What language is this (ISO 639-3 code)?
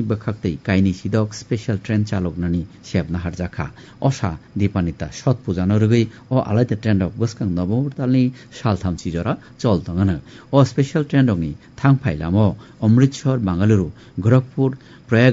trp